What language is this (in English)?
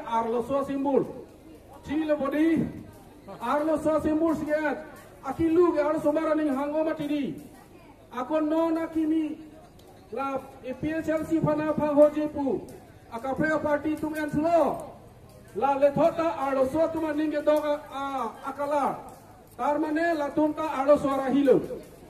Karbi